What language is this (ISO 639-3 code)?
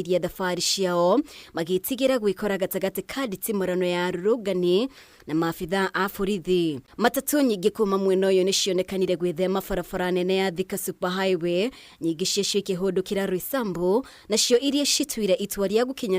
kik